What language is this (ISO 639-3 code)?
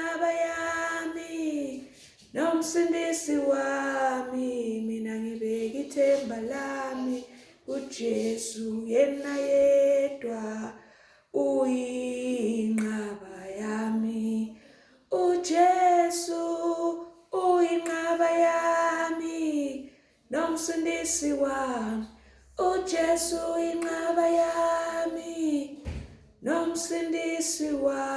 zul